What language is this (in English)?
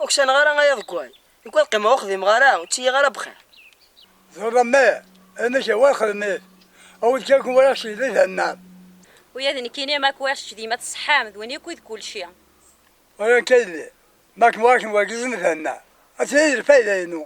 Kabyle